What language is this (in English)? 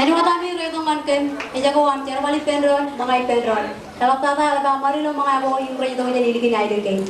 Marshallese